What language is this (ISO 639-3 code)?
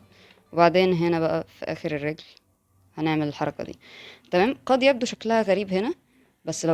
arz